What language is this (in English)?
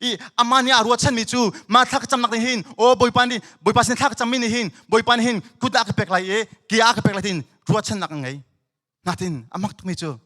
Hakha Chin